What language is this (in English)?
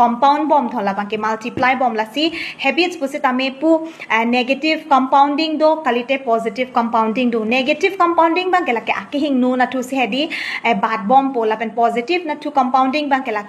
Karbi